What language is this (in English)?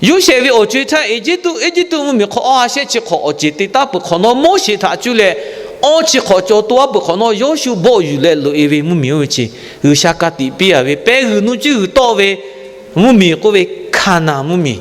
Lahu